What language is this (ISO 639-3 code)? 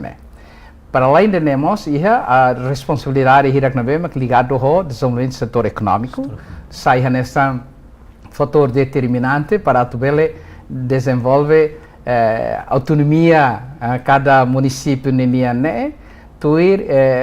tet